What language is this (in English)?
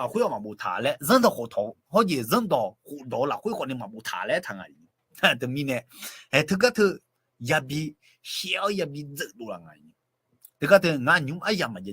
Akha